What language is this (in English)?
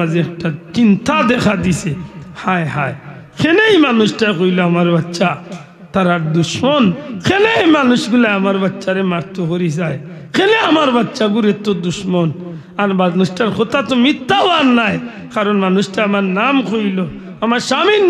Sylheti